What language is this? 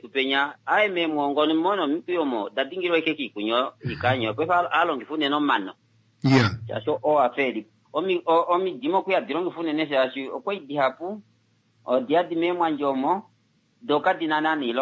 Kuanyama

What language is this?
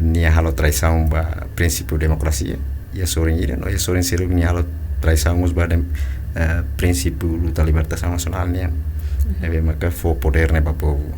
Tetum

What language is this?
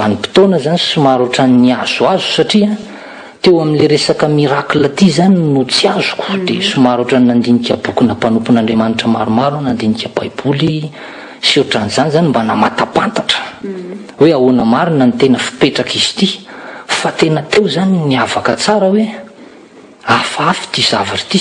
Malagasy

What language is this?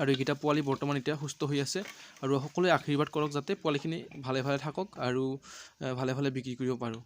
Assamese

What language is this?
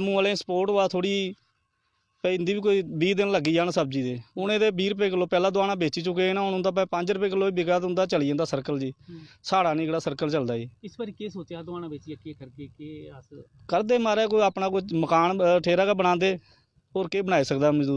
Dogri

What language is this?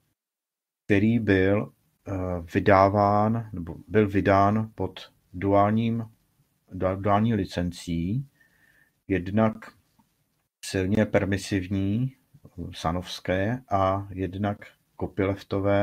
Czech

